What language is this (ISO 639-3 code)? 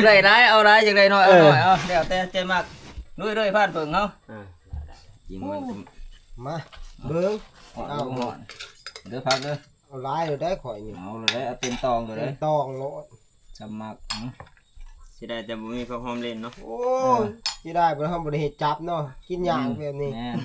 tts